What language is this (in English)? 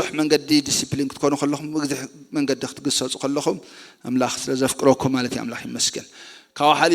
Tigrinya